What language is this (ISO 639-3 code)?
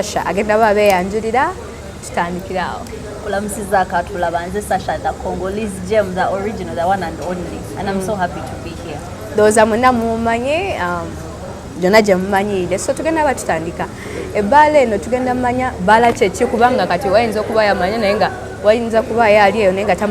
lug